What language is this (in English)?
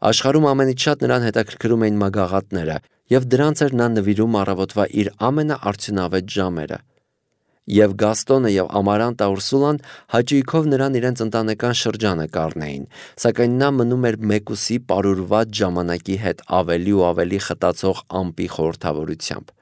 Armenian